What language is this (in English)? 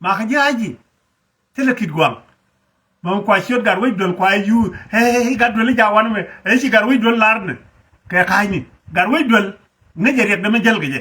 Nuer